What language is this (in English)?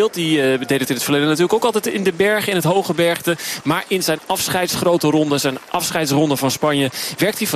Dutch